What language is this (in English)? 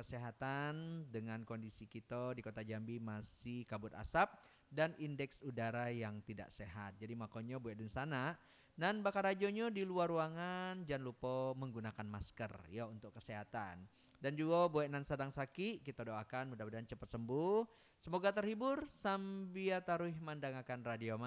Minangkabau